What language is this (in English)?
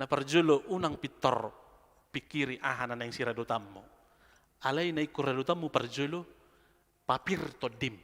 Batak Toba